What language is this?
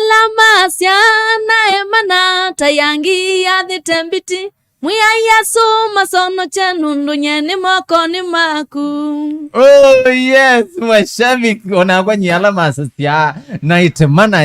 Kamba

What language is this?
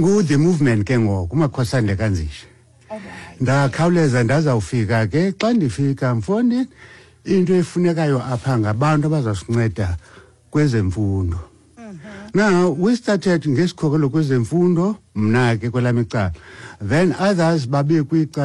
Xhosa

